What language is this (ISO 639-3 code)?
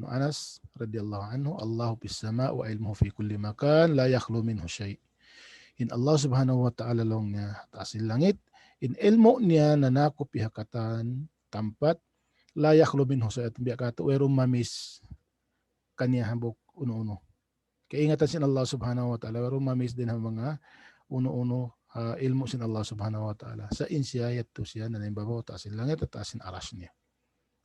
tsg